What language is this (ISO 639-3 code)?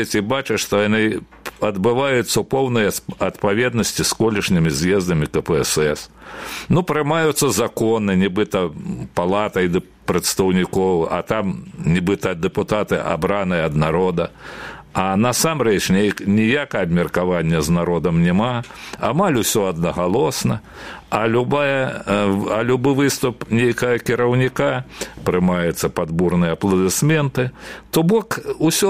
bel